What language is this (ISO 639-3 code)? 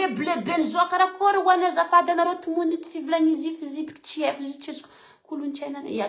mlg